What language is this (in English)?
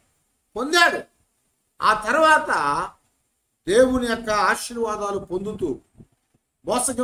Telugu